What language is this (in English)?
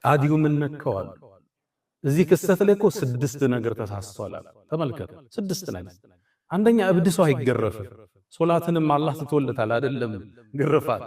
Amharic